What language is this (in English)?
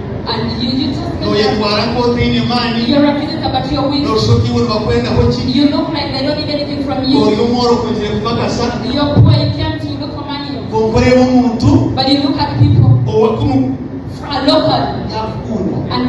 Nyankole